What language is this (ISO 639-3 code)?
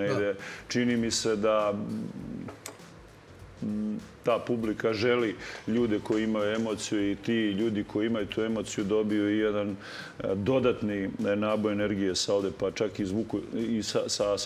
srp